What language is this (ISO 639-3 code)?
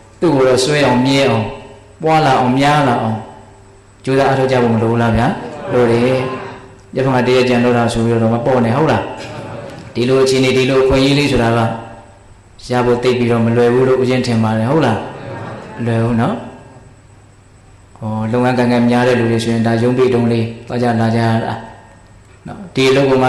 mya